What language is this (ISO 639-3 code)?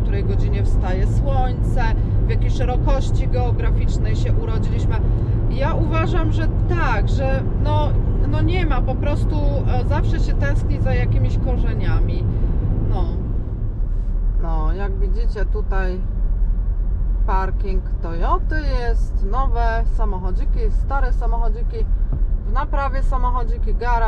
pol